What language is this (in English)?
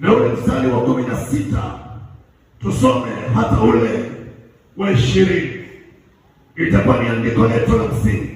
Swahili